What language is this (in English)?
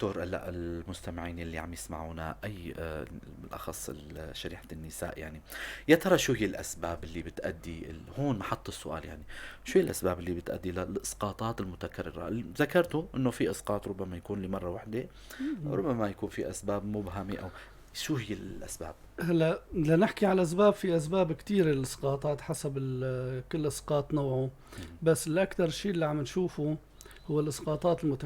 North Levantine Arabic